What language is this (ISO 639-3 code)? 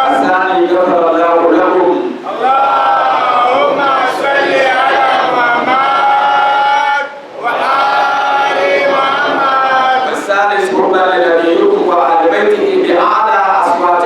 dag